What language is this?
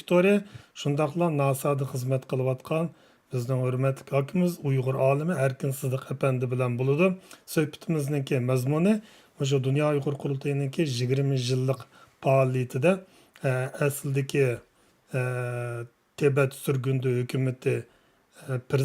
Uyghur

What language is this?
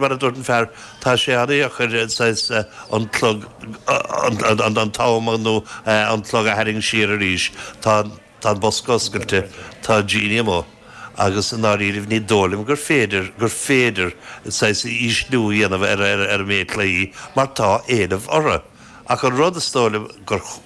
Irish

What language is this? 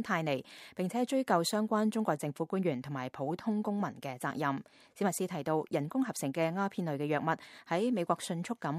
Cantonese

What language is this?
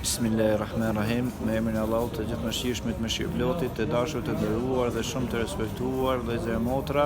Albanian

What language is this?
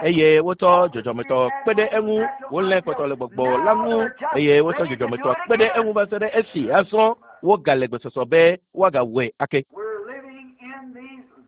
Ewe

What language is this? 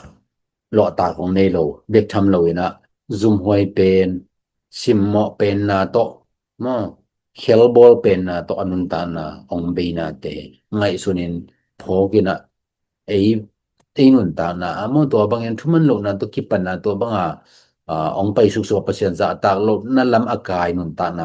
Tedim Chin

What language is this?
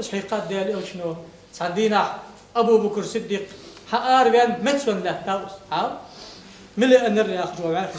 Ingush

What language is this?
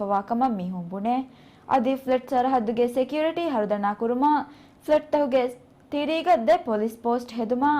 Divehi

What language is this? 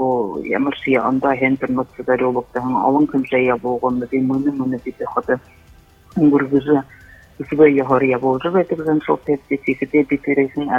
Buriat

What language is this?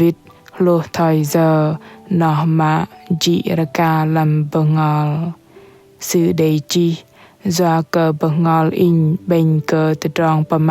Bahnar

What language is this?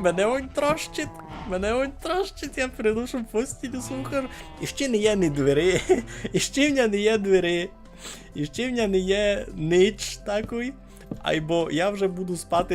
Rusyn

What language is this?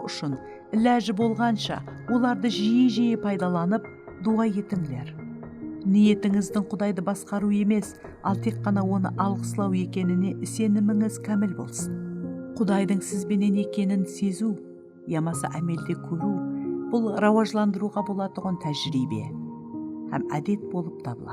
Kara-Kalpak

